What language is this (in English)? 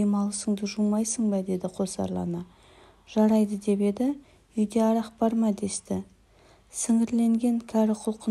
Kazakh